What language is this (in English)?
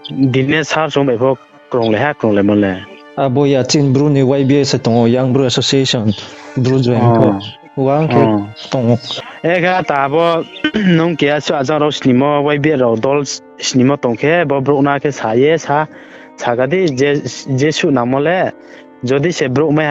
Riang (India)